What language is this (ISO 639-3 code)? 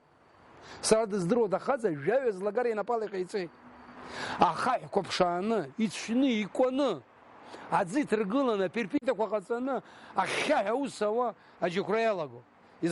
abk